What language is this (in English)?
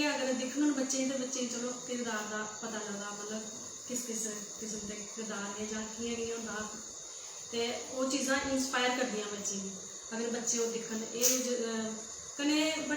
Dogri